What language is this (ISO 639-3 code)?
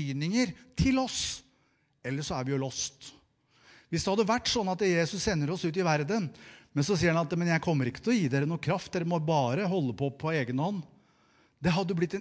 nor